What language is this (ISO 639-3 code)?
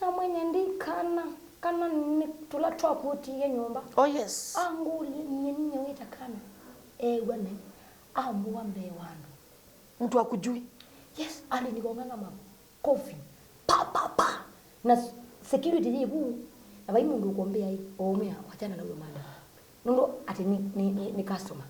kam